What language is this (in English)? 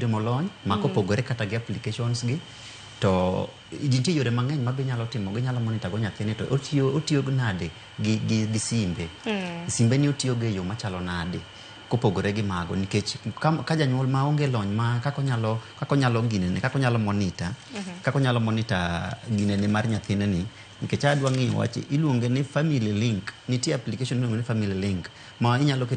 Luo (Kenya and Tanzania)